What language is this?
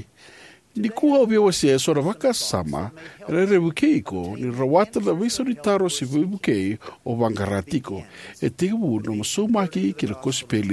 Fijian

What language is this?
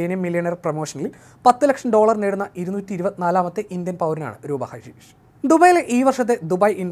Malayalam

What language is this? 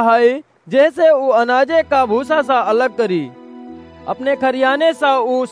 Awadhi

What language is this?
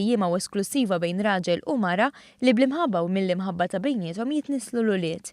Maltese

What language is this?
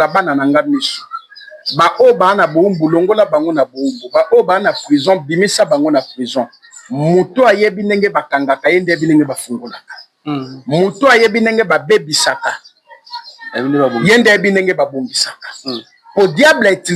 Lingala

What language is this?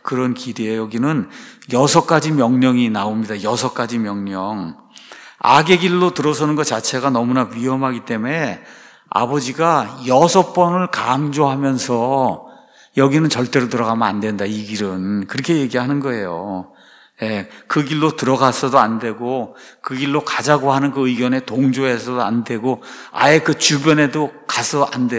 Korean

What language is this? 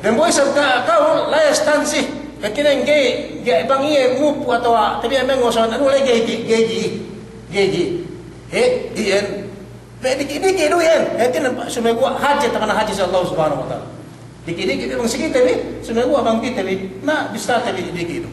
Yakan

